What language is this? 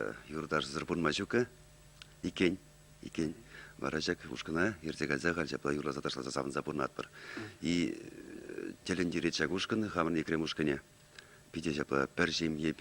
Chuvash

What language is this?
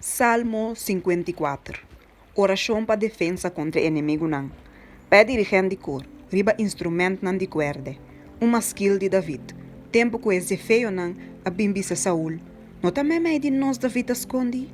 Papiamento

